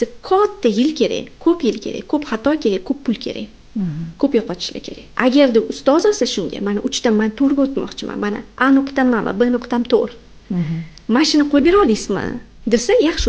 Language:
Uzbek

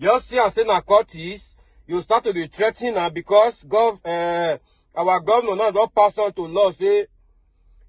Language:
Nigerian Pidgin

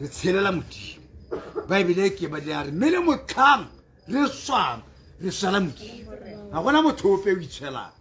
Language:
Tswana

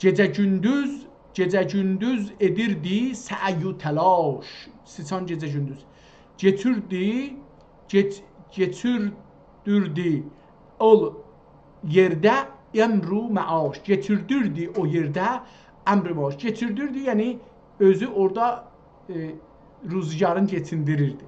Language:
South Azerbaijani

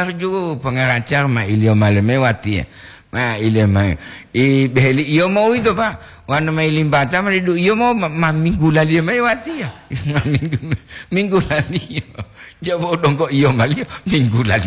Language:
Gorontalo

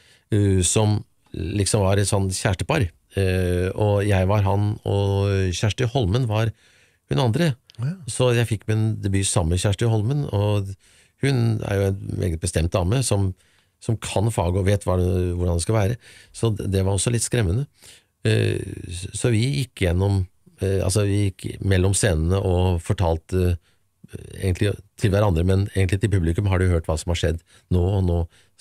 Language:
Norwegian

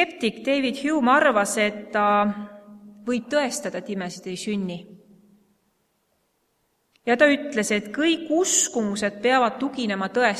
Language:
Estonian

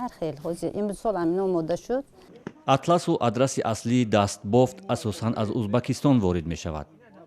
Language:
Tajik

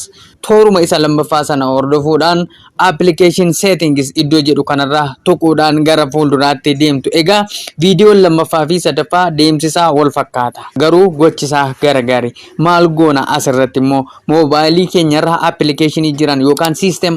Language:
Oromo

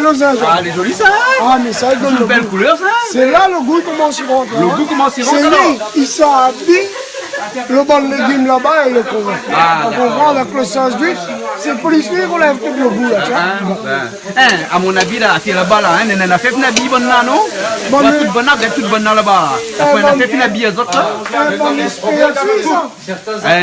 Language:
Réunion Creole French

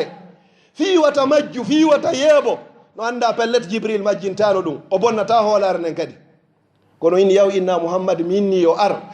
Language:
Fula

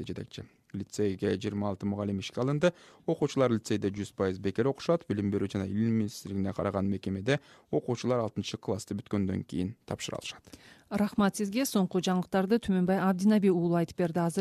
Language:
Kyrgyz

